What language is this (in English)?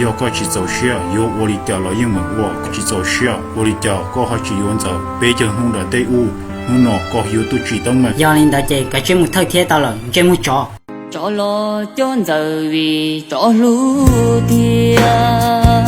Hmong